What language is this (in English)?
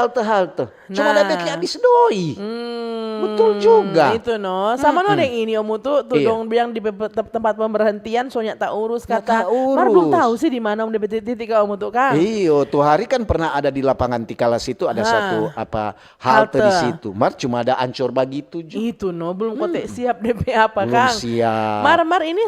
Manado Malay